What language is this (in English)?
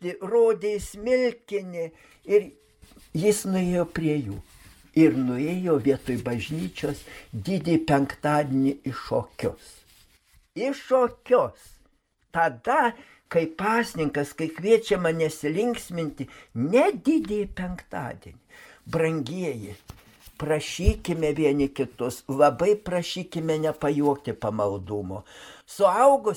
Lithuanian